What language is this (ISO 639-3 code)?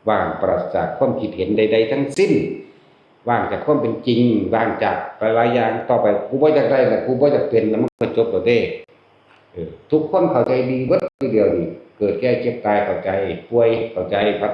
lao